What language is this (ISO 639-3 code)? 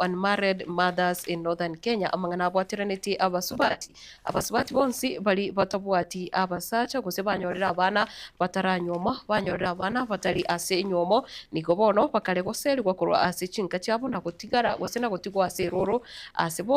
guz